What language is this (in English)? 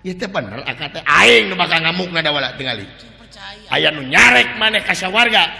Sundanese